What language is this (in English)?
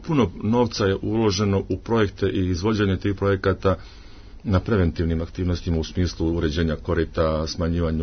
Serbian